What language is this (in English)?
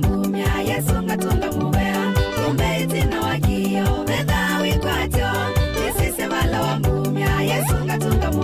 Kamba